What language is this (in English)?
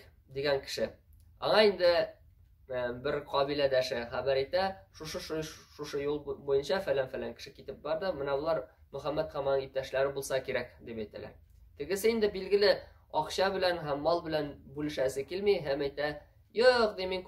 Tatar